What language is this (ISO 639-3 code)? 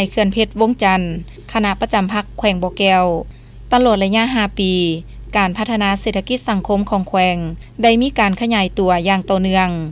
lao